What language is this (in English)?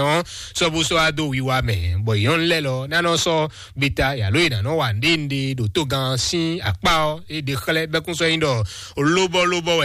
Fon